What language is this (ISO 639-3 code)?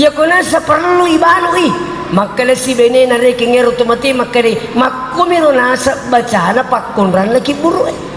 bug